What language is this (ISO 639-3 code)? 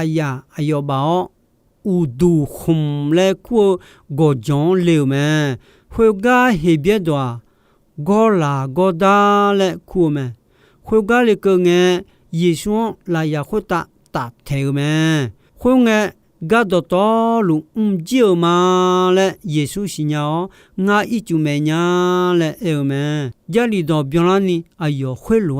ahk